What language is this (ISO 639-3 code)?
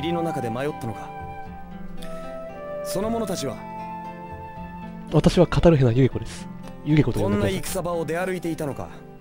jpn